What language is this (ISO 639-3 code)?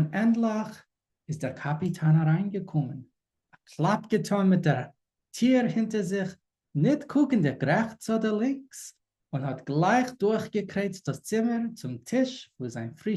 yid